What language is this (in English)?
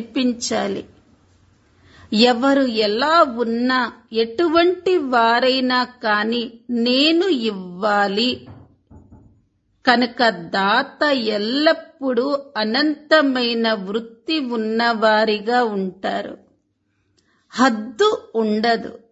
Telugu